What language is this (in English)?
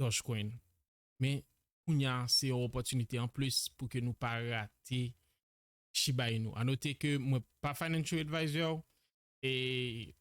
Haitian Creole